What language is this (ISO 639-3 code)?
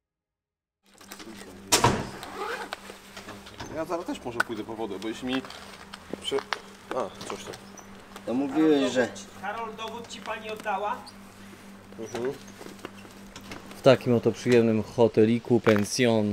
pol